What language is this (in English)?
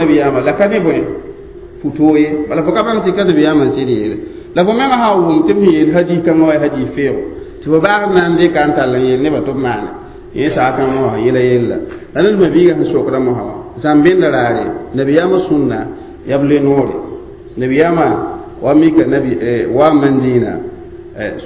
Mossi